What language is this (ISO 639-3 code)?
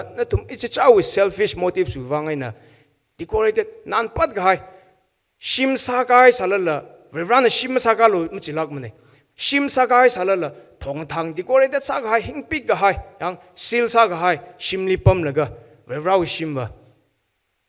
nmf